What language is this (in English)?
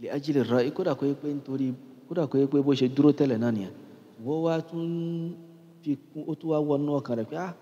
Yoruba